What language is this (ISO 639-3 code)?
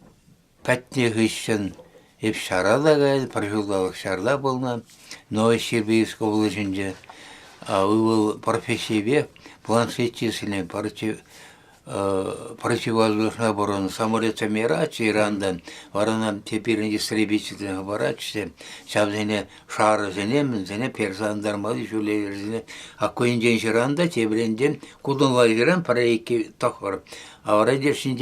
chv